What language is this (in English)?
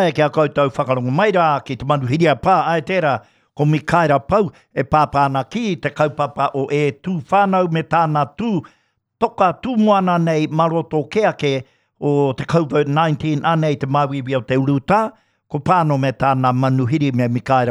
Māori